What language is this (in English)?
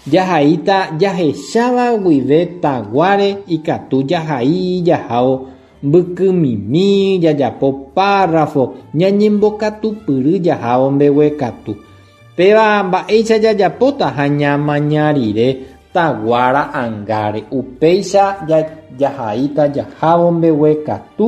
Guarani